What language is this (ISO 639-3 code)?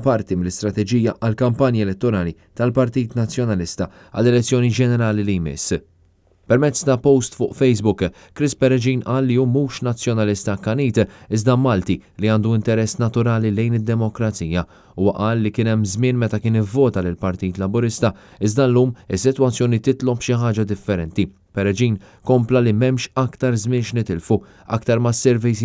mlt